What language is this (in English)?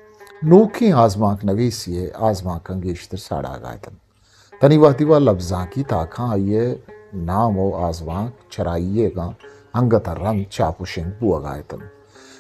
Eastern Balochi